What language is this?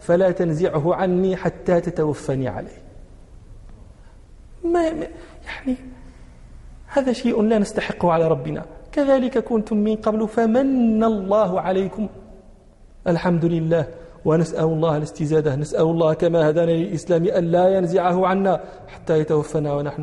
Arabic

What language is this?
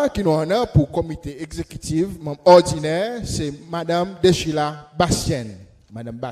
Seselwa Creole French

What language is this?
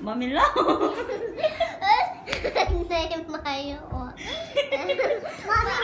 Hmong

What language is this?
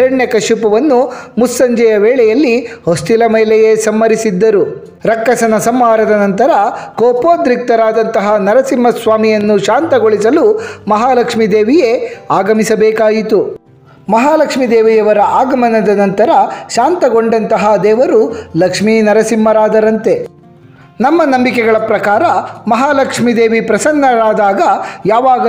Kannada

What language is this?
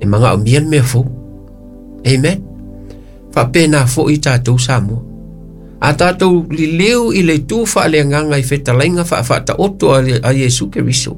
Samoan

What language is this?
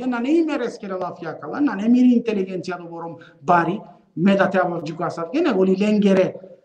Balkan Romani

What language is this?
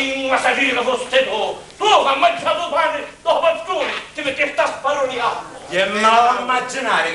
Sicilian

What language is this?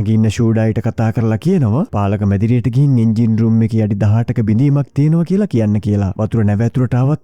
Sinhala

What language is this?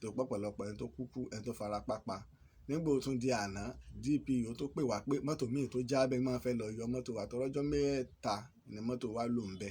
Yoruba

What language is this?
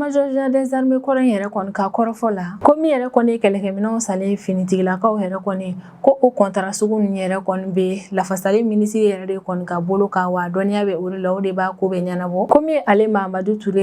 Bambara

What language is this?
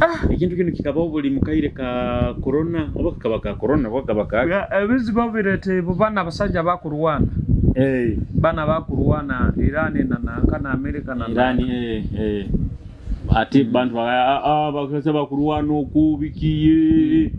Nyoro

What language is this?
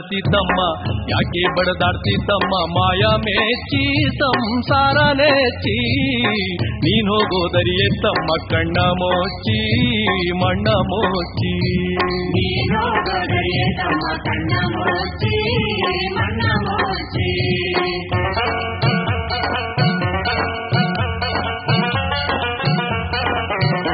Kannada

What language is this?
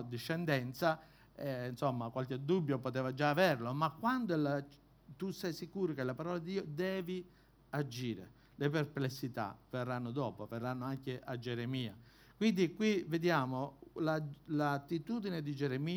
Italian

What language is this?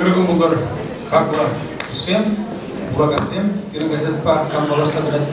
Chuvash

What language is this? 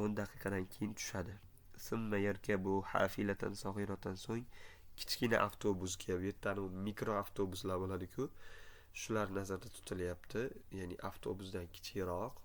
Uzbek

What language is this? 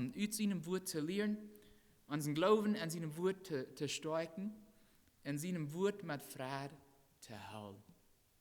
Plautdietsch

